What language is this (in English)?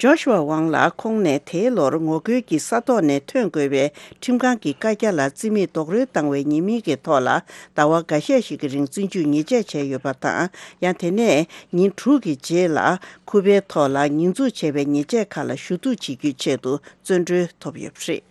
Tibetan